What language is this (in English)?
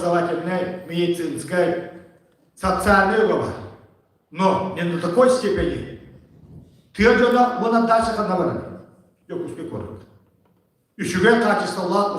Yakut